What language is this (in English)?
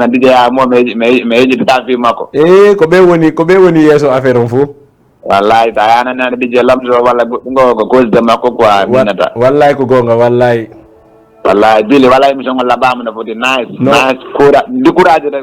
Fula